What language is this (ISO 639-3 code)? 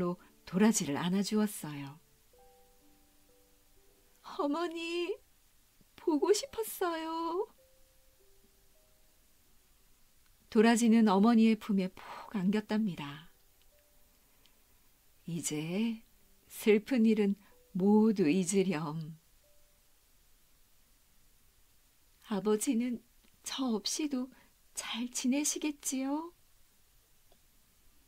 kor